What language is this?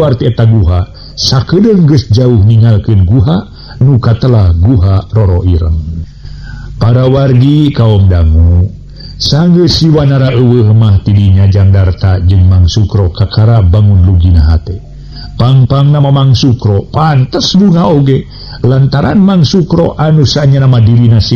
Sundanese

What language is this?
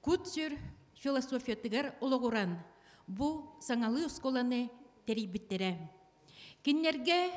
Yakut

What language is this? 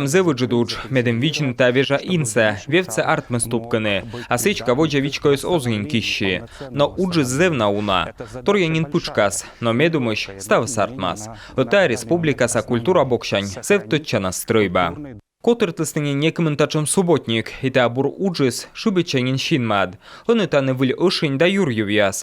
Komi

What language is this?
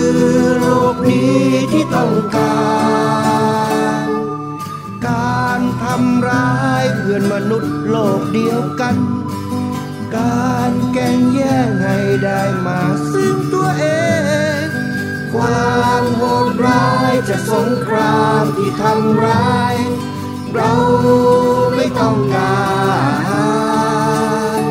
Thai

